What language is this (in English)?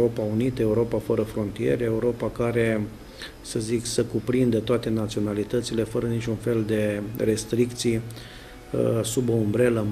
Romanian